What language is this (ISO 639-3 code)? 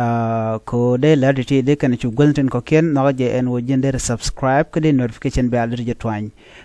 nus